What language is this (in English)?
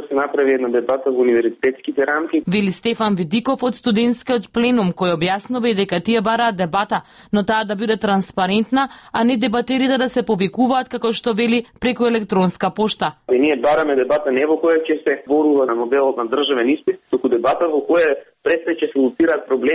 Macedonian